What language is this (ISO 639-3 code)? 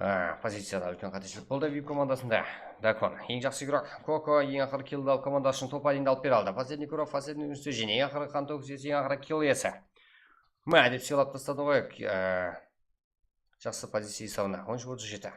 kaa